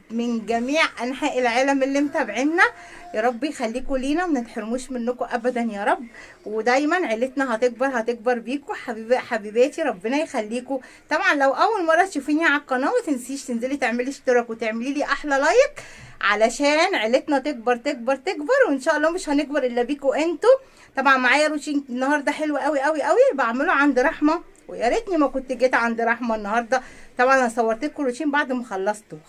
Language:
Egyptian Arabic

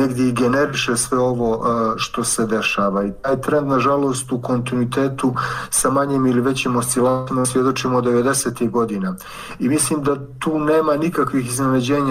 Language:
Bosnian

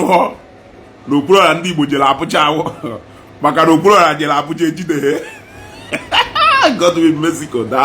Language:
Igbo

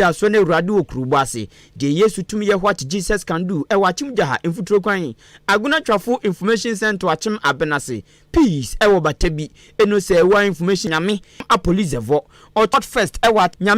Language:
Akan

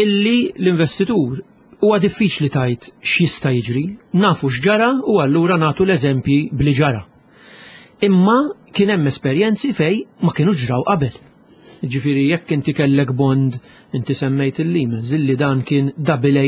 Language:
Maltese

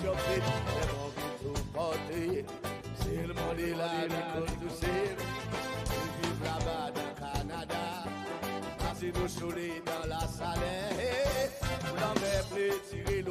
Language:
Seselwa Creole French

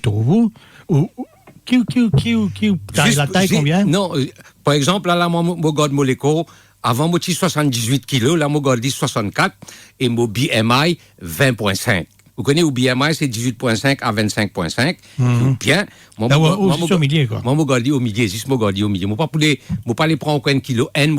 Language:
Morisyen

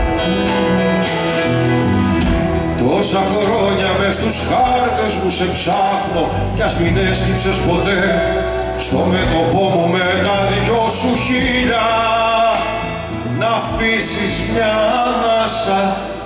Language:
Greek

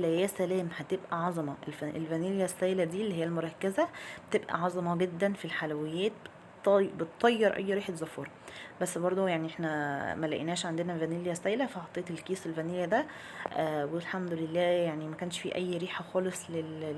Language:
Egyptian Arabic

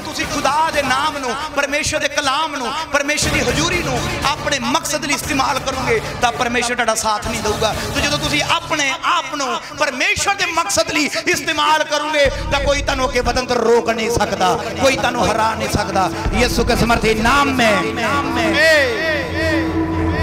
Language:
Punjabi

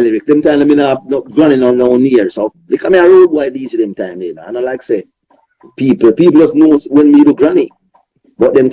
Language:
Jamaican Creole English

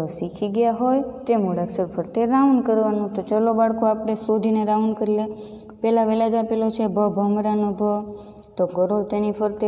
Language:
Gujarati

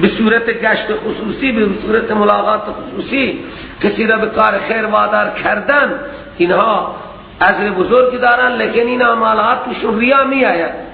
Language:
Persian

